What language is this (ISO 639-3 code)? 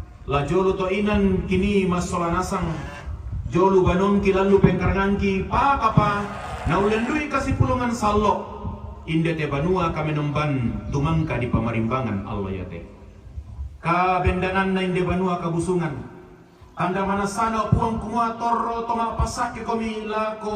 sda